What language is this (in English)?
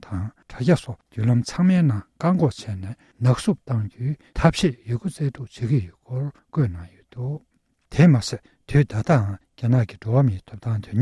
Tibetan